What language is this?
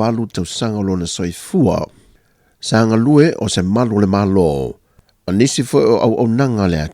Samoan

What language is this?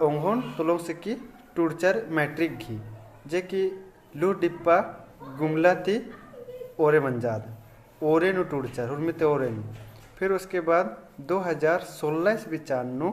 Kurukh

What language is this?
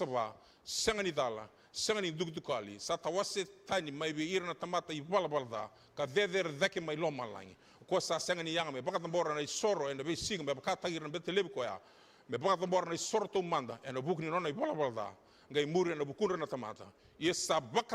Fijian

